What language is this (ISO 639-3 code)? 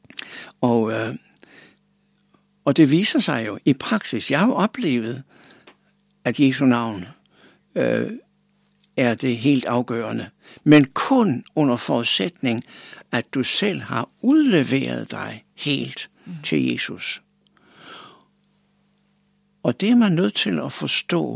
dan